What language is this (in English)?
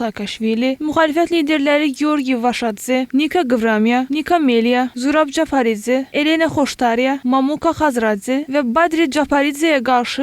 Azerbaijani